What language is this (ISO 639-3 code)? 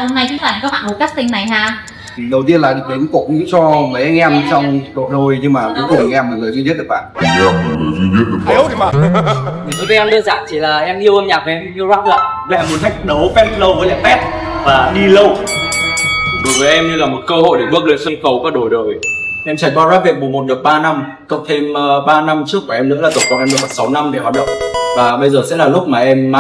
vie